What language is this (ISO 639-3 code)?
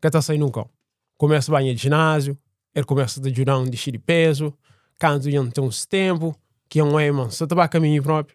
kea